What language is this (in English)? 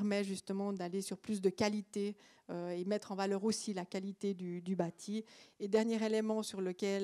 French